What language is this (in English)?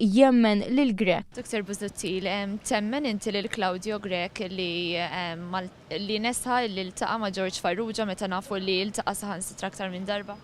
Maltese